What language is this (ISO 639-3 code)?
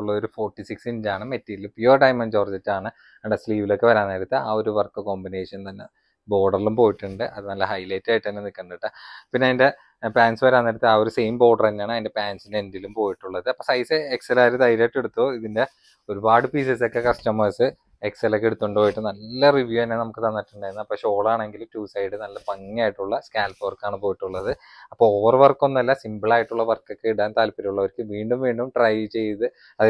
mal